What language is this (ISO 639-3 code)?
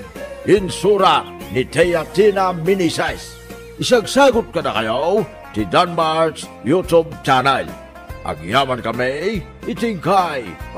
ilo